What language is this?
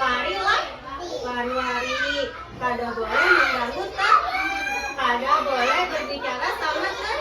Banjar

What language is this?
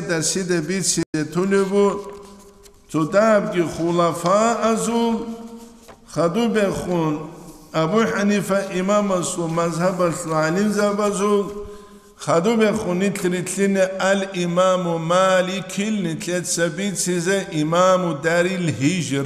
Avaric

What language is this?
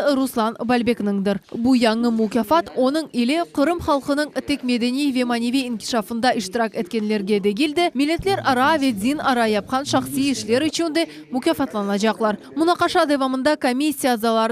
Crimean Tatar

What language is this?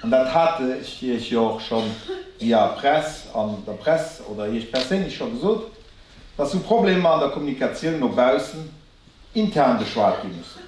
Luxembourgish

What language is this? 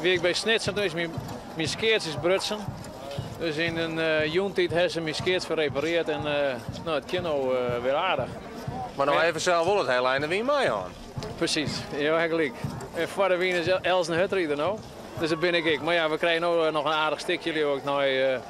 Western Frisian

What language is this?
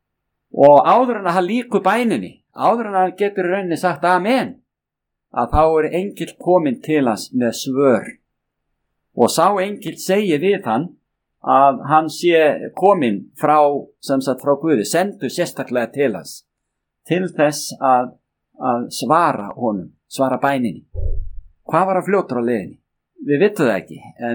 Icelandic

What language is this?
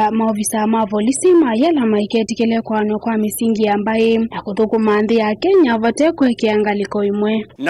Kamba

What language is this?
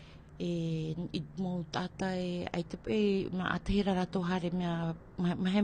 Tahitian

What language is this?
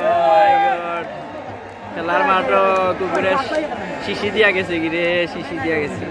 Sylheti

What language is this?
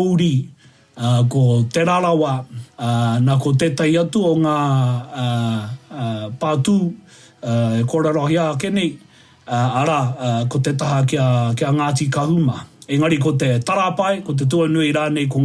Māori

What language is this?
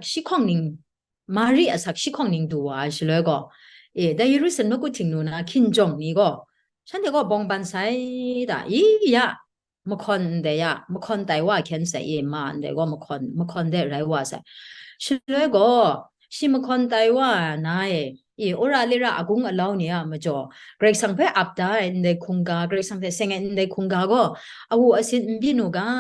Kachin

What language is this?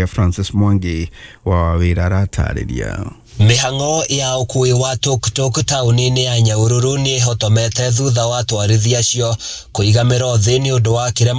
Kikuyu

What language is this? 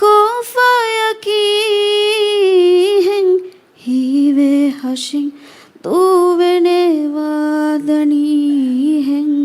Divehi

